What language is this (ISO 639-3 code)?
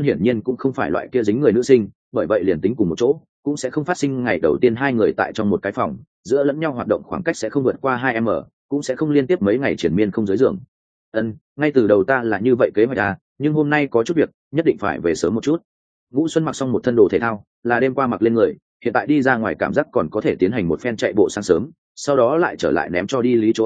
vie